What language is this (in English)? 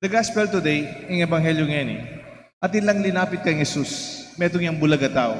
Pampanga